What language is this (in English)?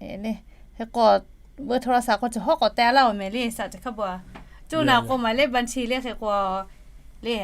Lahu